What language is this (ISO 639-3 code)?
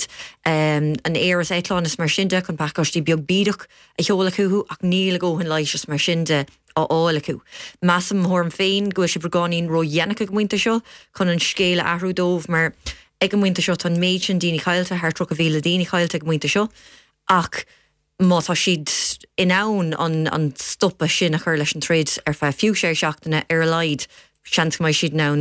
gle